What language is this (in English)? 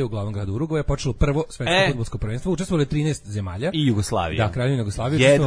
Serbian